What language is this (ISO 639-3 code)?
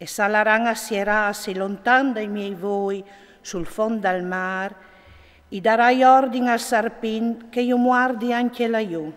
fur